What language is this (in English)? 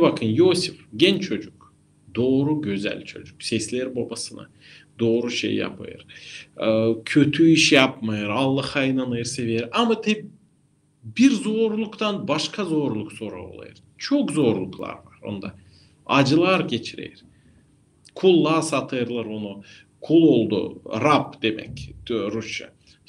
Gagauz